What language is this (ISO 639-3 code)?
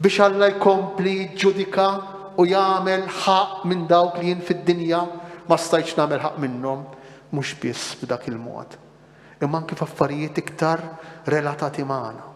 mlt